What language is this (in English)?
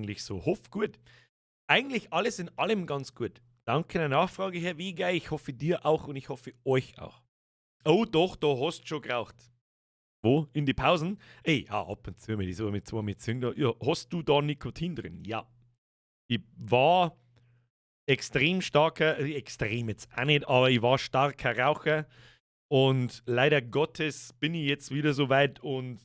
Bavarian